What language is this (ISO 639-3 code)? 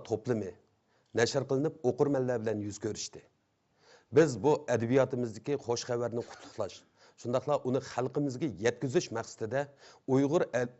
uig